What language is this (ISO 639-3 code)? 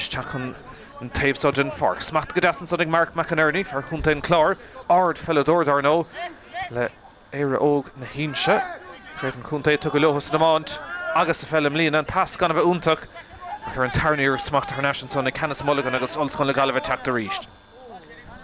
gle